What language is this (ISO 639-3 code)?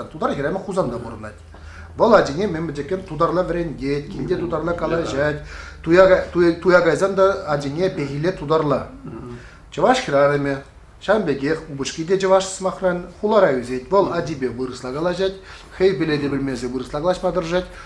chv